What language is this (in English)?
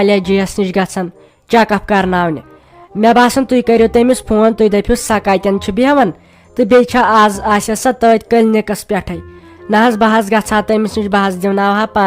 Kashmiri